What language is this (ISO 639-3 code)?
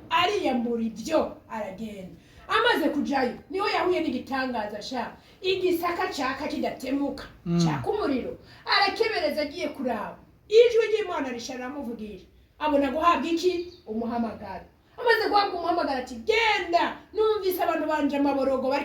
run